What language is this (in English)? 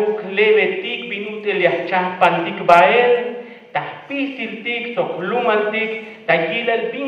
Tzeltal